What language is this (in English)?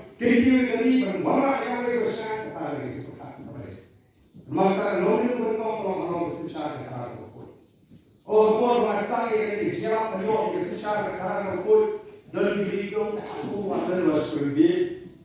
Khasi